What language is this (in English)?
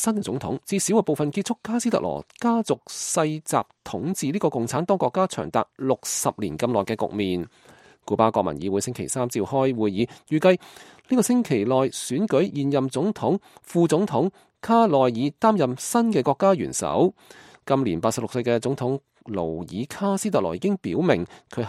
Cantonese